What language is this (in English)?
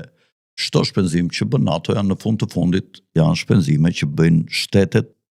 Albanian